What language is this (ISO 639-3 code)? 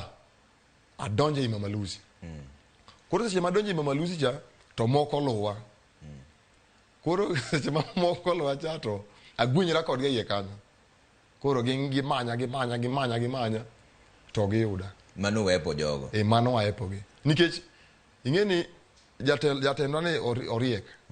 luo